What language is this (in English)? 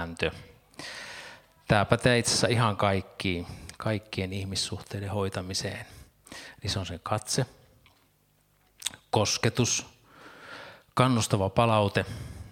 Finnish